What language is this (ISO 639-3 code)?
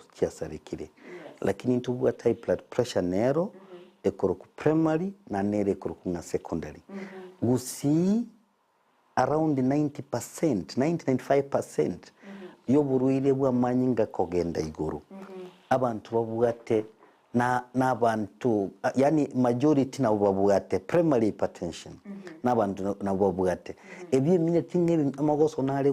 guz